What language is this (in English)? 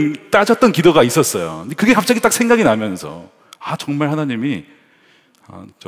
Korean